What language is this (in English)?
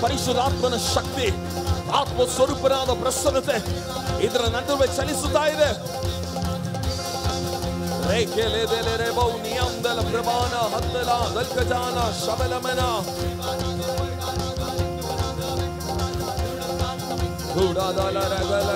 Kannada